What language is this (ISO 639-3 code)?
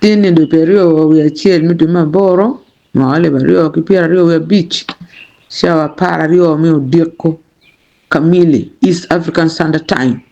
ach